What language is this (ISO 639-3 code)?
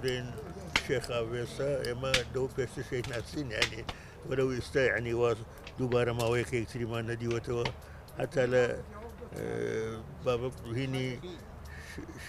ckb